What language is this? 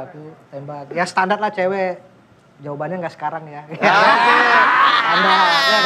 Indonesian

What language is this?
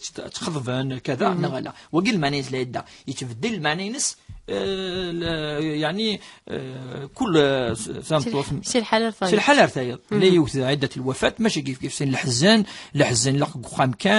Kabyle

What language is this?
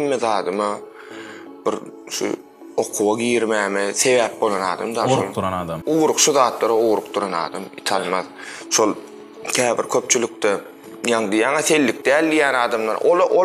Turkmen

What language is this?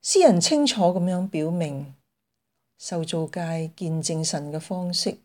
Cantonese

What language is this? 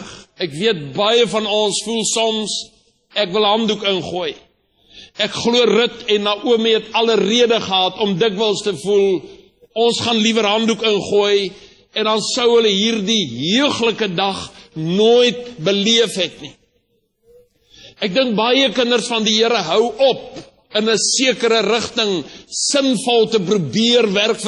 Afrikaans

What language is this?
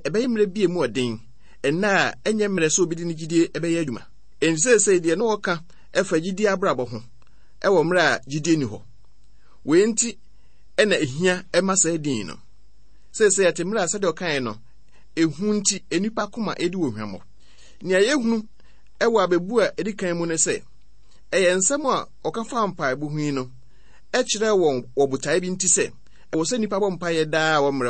Akan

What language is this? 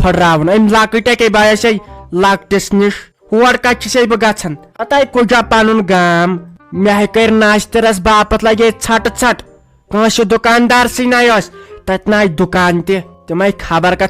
Kashmiri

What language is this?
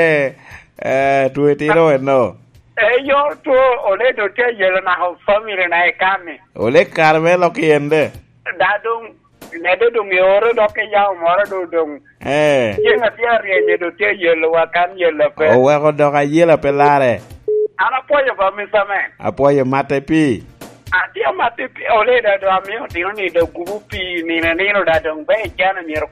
Lango (Uganda)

